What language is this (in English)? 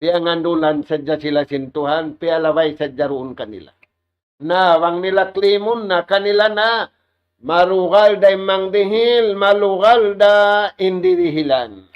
Tausug